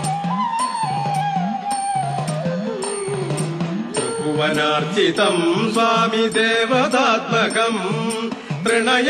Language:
Malayalam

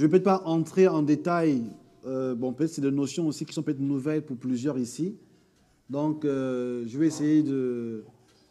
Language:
French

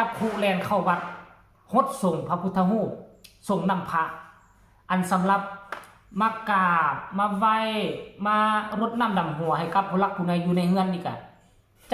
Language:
Northeastern Thai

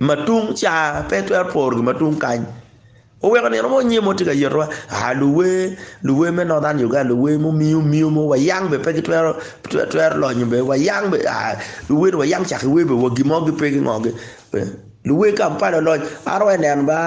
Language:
Acoli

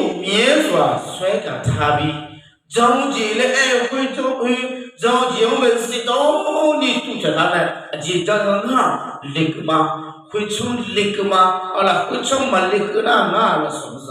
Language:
Akha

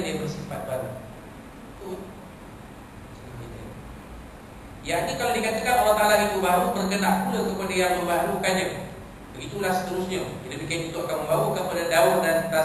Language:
Malay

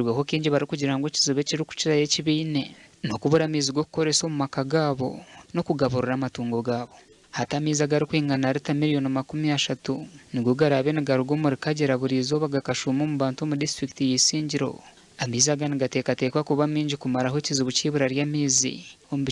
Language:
Nyankole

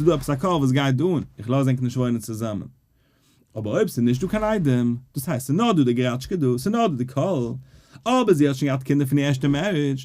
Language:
Yiddish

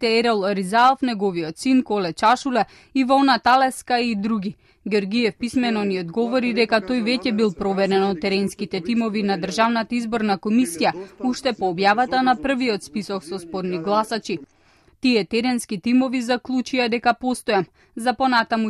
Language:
Macedonian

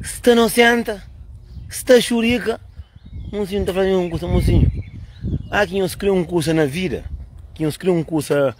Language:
Kabuverdianu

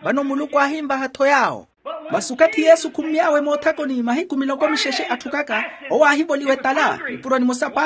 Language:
Makhuwa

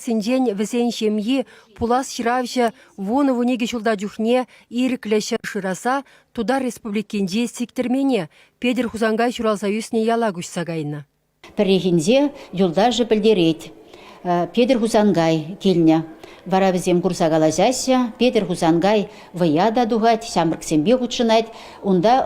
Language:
Chuvash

